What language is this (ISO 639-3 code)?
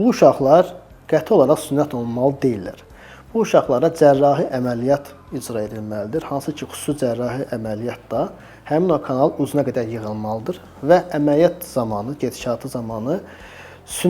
aze